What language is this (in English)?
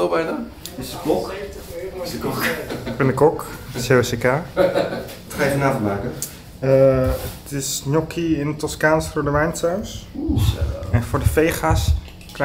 Dutch